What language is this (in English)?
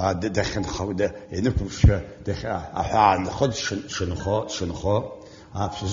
Abkhazian